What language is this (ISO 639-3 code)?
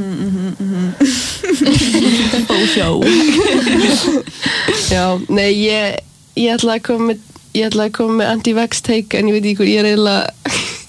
isl